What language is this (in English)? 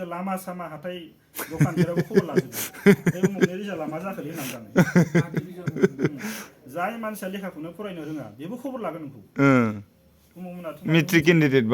Bodo